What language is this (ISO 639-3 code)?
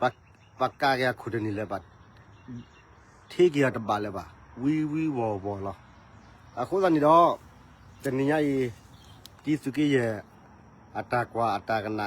ksw